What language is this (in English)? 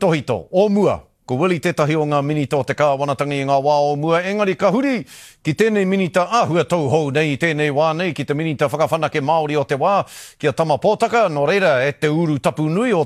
Māori